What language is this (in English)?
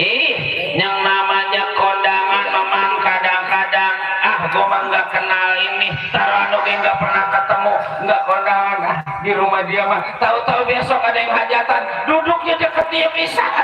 Betawi